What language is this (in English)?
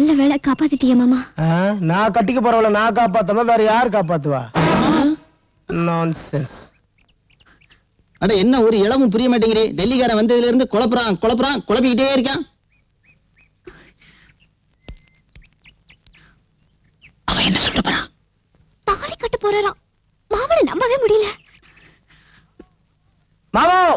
Tamil